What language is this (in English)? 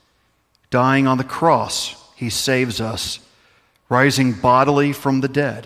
English